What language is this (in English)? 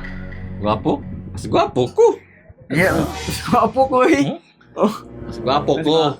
Cebuano